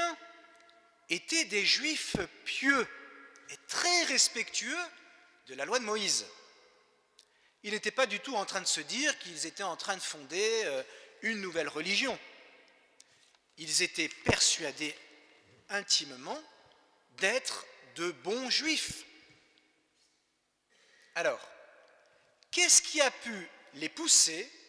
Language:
French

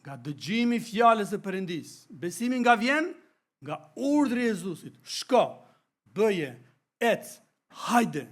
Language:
Albanian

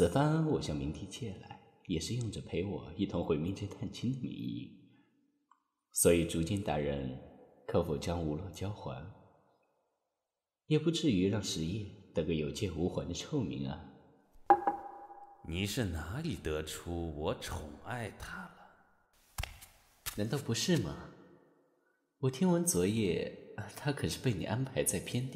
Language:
Chinese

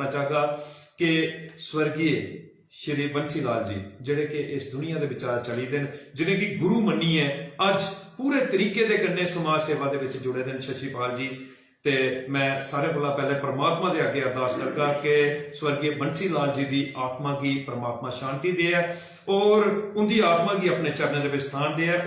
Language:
Dogri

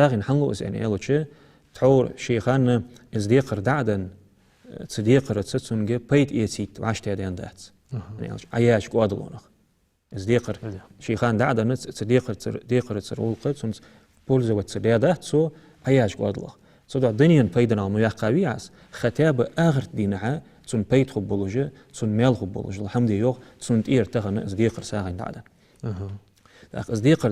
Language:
Ingush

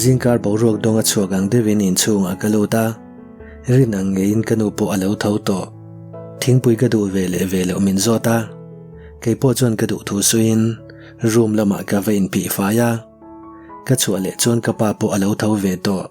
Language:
Mizo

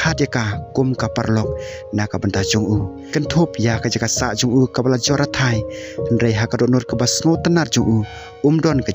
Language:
Khasi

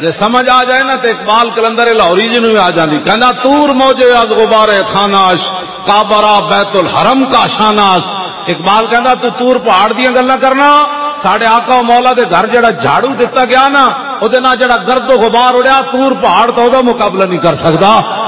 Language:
Western Panjabi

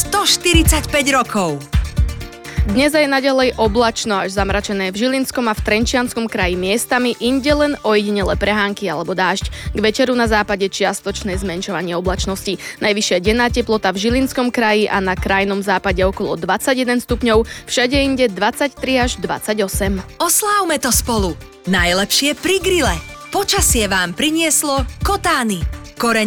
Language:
Slovak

